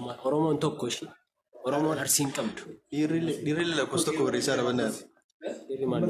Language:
Oromo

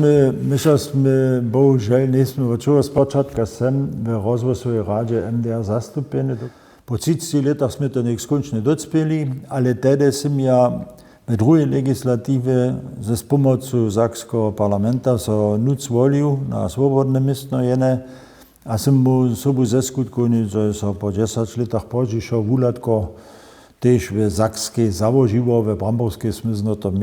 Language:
Upper Sorbian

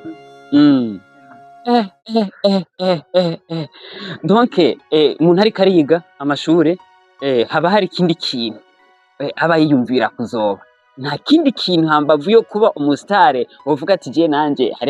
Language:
Rundi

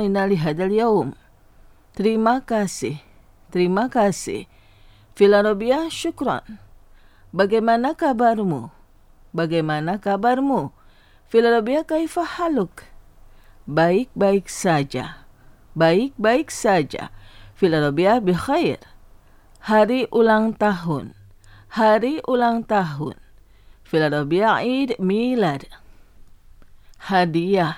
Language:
Indonesian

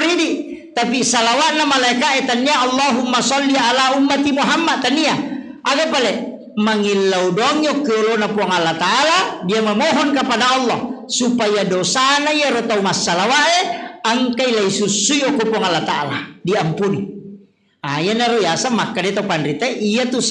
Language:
Buginese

